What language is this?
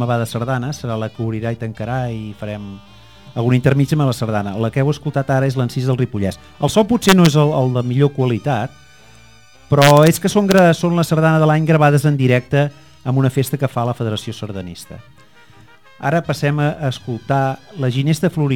Catalan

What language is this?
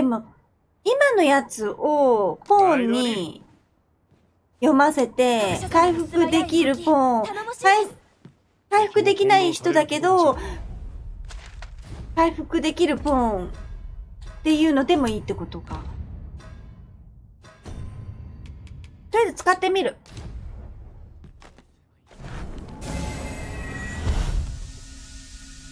Japanese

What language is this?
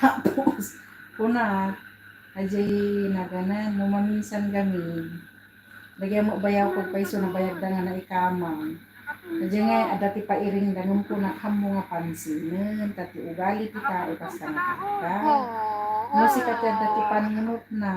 Iloko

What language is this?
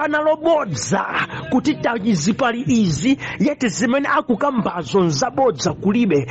Nyanja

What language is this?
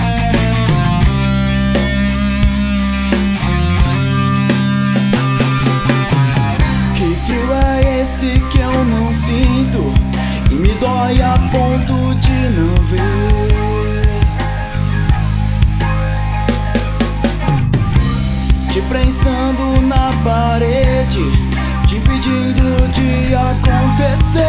Portuguese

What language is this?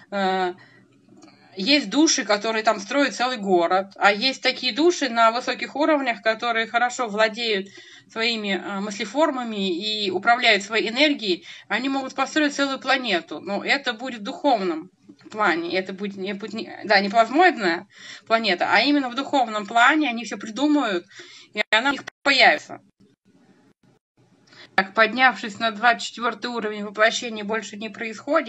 Russian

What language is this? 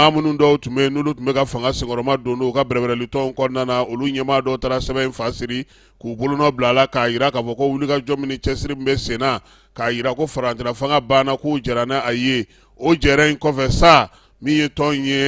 Bambara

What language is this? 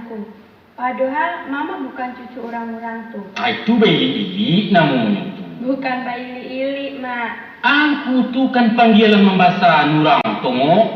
Minangkabau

